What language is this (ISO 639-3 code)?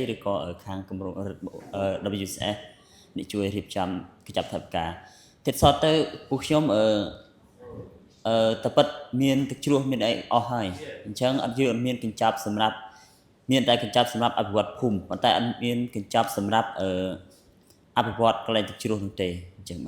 khm